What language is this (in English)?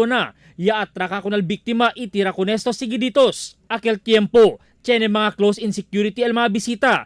Chavacano